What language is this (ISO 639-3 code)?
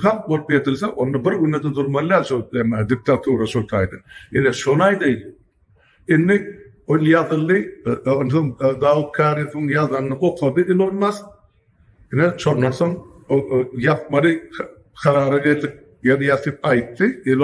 tuk